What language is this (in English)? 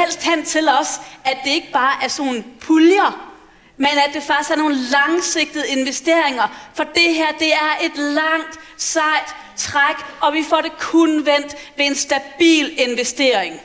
Danish